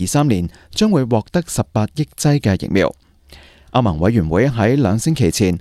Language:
Cantonese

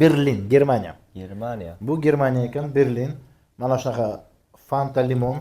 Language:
Uzbek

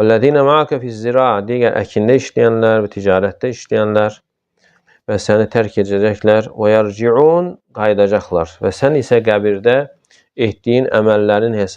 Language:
Azerbaijani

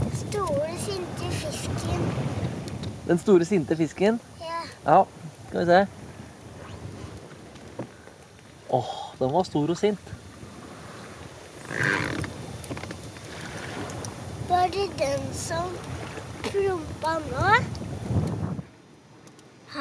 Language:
Norwegian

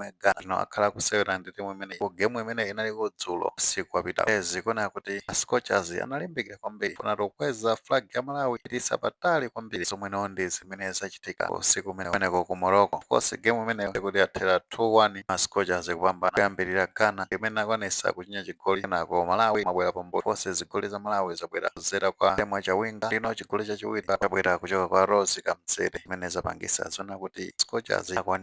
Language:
Nyanja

